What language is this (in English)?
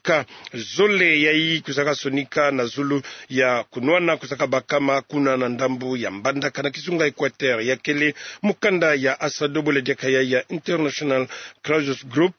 Kituba (Democratic Republic of Congo)